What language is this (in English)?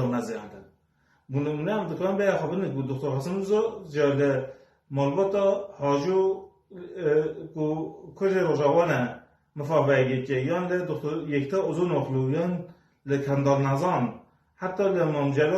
Kurdish